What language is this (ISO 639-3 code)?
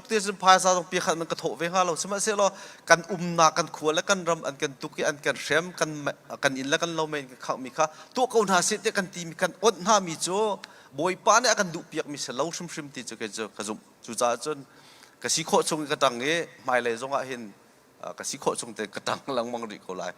cnh